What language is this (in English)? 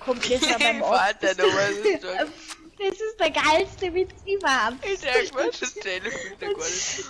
Bavarian